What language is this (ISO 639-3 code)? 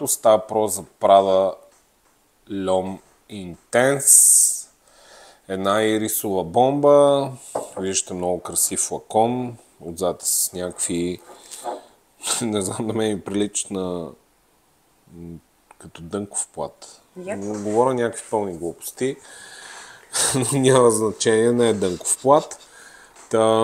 bul